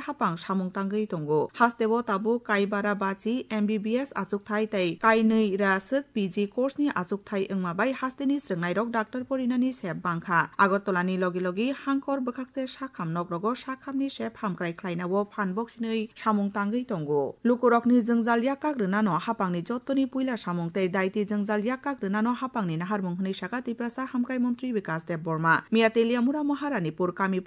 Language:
Kok Borok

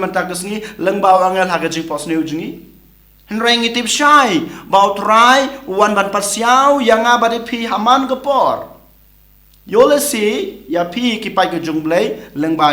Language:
Khasi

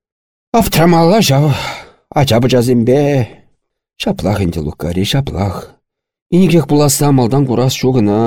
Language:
Chuvash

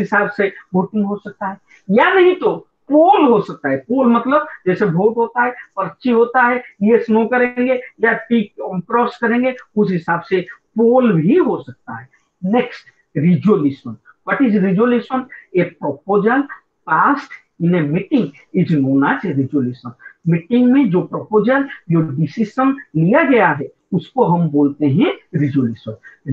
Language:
Hindi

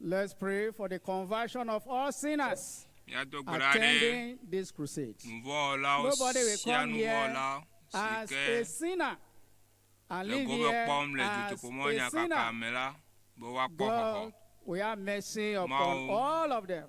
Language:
Ewe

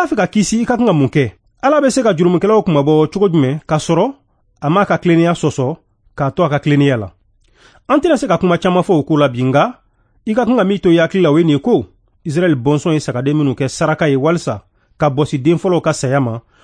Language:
Bambara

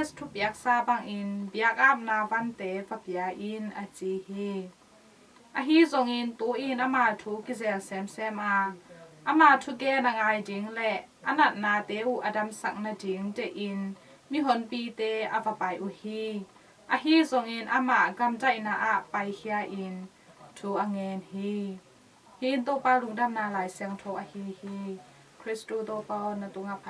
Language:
Tedim Chin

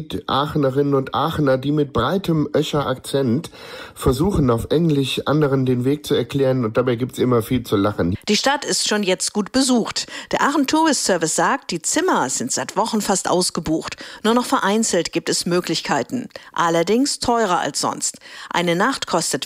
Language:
German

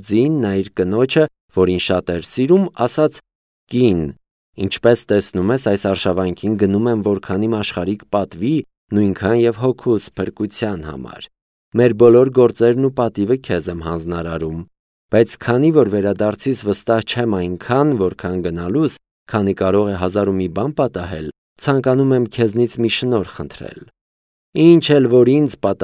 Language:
Armenian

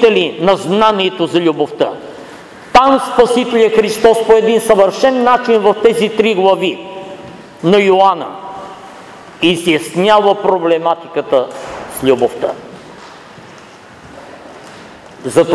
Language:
Bulgarian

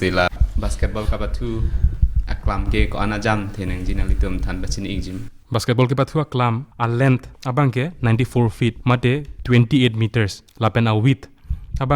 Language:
Karbi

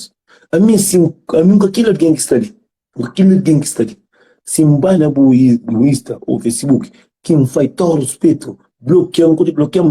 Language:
Kabuverdianu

